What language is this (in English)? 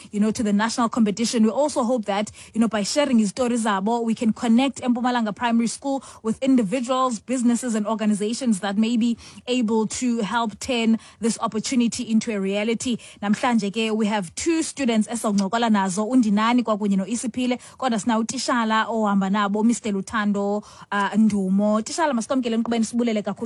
Xhosa